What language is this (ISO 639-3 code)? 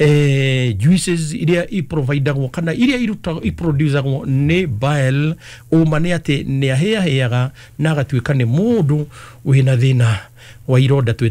kik